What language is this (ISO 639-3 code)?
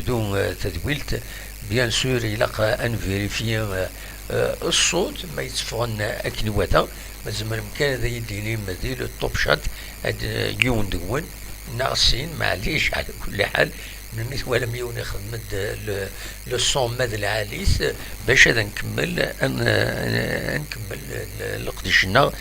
kab